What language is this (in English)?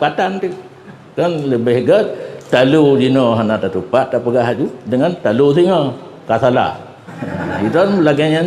Achinese